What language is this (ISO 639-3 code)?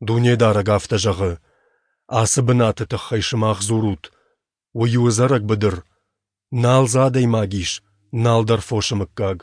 oss